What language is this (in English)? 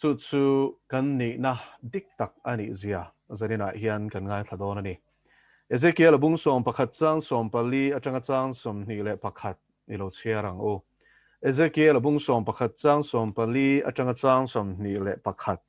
Mizo